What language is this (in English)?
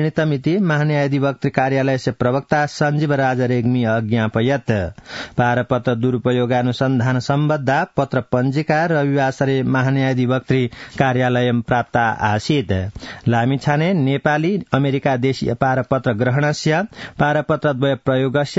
Sanskrit